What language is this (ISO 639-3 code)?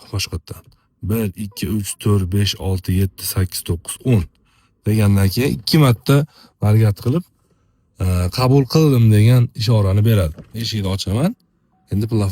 uzb